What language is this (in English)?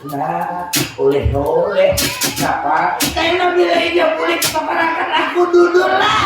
Banjar